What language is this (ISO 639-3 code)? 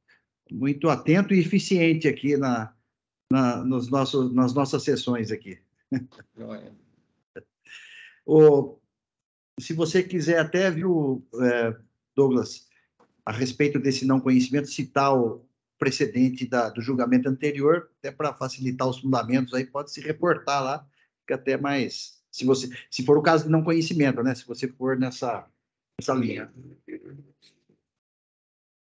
por